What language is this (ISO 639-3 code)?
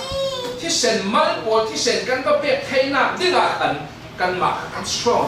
cfm